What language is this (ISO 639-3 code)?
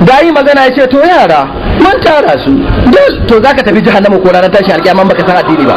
hau